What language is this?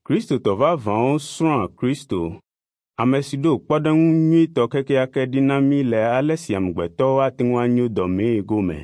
Ewe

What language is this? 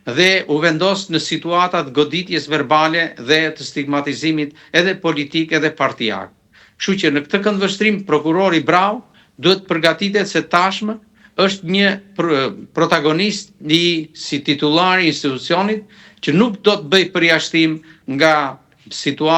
Albanian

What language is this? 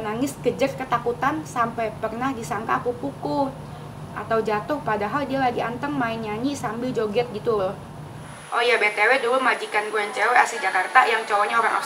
Indonesian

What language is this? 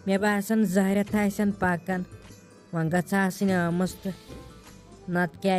Kashmiri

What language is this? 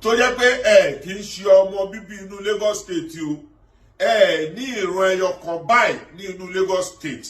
Yoruba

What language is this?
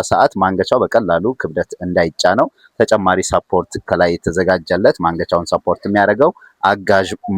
Amharic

